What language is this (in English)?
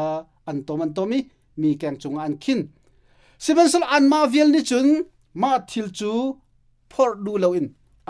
Hakha Chin